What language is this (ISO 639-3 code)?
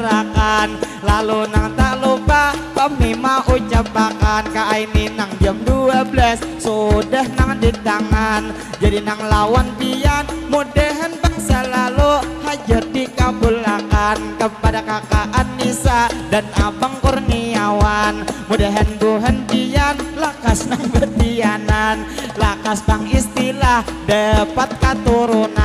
bjn